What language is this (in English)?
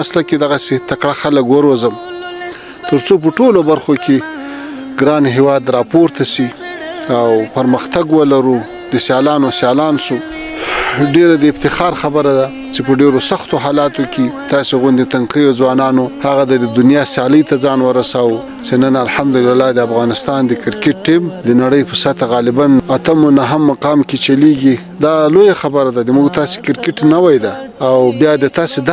Pashto